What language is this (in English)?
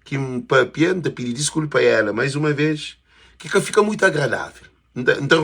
Kabuverdianu